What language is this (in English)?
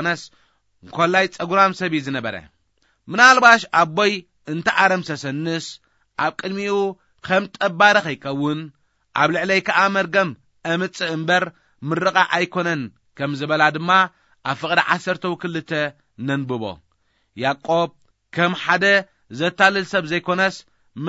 Tigrinya